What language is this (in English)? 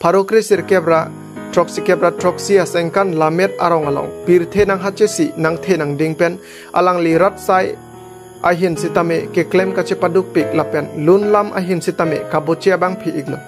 Karbi